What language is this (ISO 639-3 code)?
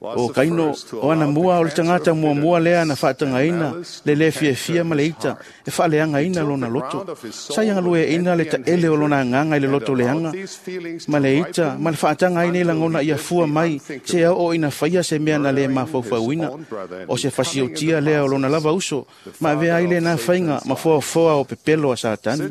smo